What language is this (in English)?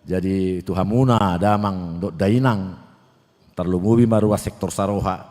Batak Toba